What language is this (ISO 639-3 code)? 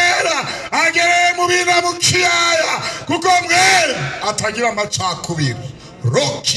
run